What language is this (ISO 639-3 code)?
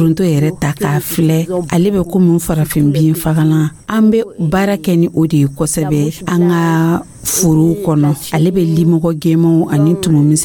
dyu